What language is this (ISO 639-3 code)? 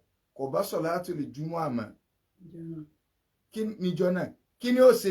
yor